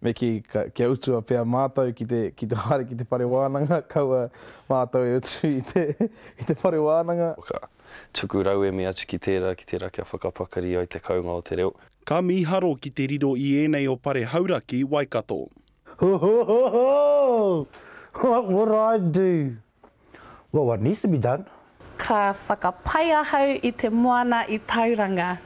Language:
Māori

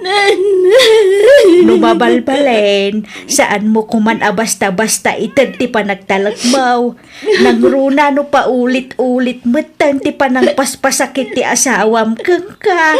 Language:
Iloko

